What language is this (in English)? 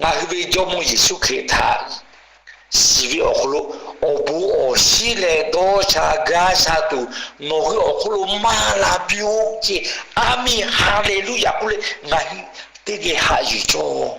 Lahu